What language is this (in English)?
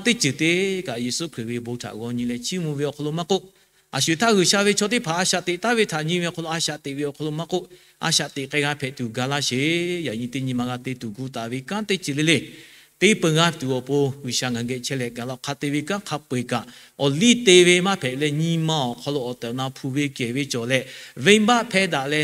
Lahu